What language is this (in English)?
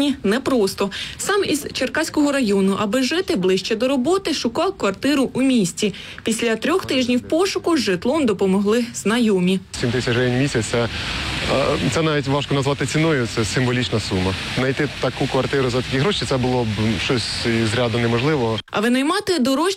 Ukrainian